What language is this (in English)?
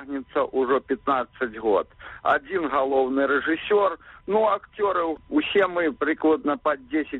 Belarusian